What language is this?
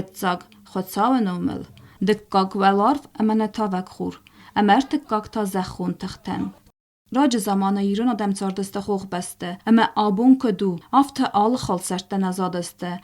Ossetic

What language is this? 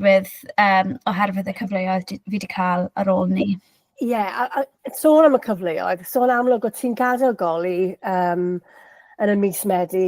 Welsh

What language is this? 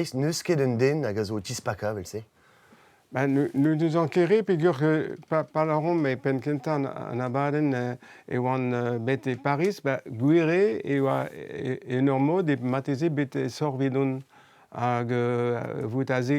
Breton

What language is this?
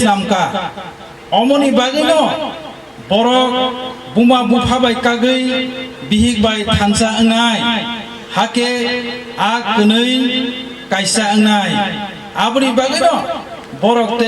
Kok Borok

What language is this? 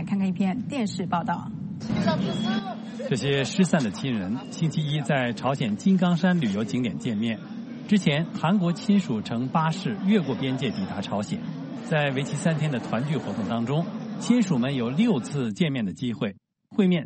Chinese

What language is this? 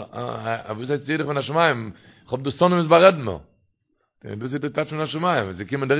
Yiddish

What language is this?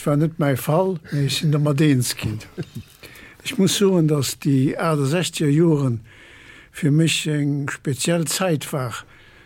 Luxembourgish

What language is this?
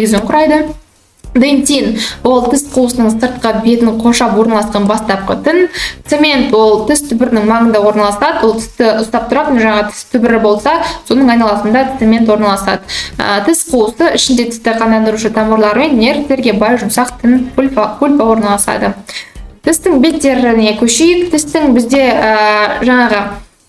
Kazakh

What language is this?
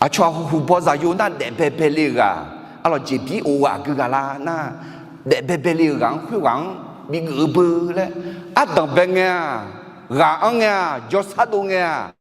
Akha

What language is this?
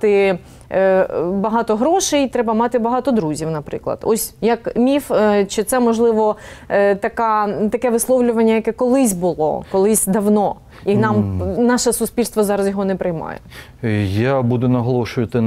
Ukrainian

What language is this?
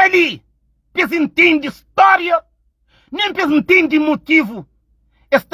Kabuverdianu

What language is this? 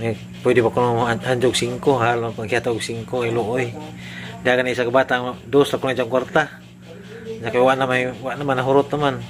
Cebuano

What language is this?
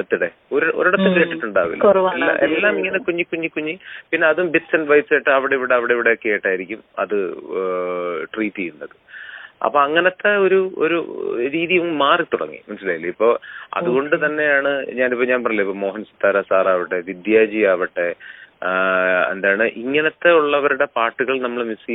Malayalam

